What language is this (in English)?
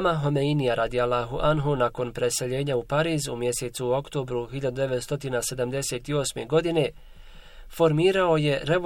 Bosnian